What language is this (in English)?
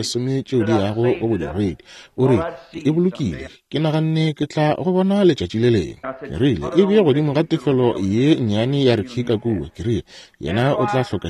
Northern Sotho